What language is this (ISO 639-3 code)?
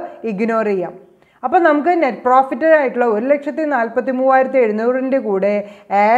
mal